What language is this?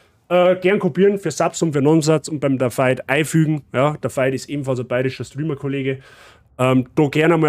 Bavarian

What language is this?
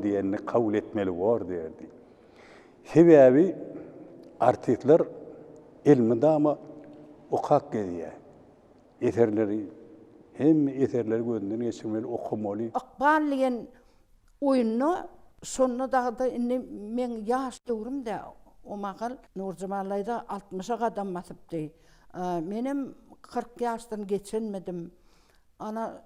Turkmen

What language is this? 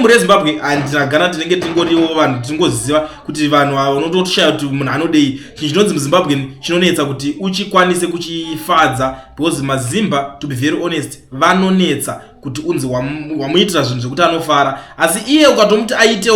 Shona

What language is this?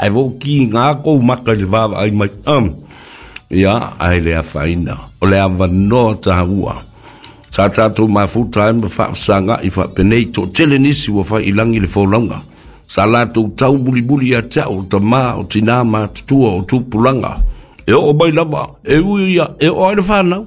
Samoan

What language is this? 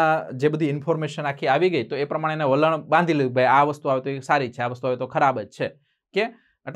Gujarati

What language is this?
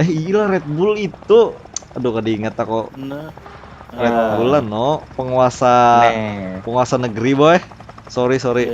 Banjar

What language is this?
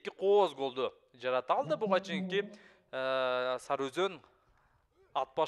Kyrgyz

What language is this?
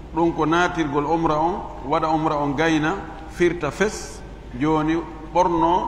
Fula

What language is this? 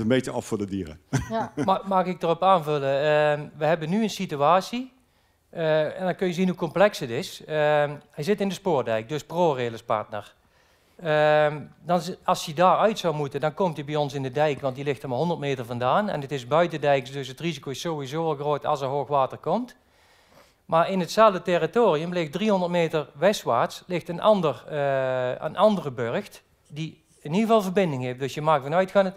Dutch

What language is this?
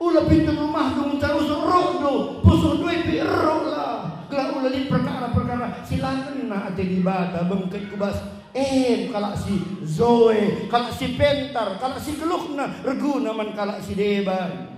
Batak Karo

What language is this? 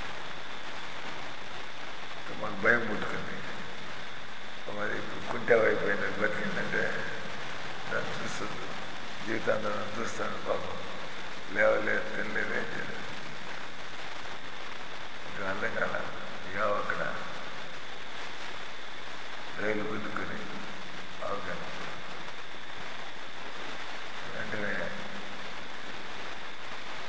Telugu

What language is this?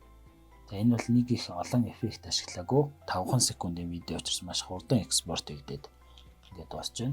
Mongolian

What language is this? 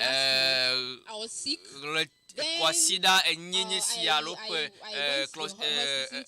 Ewe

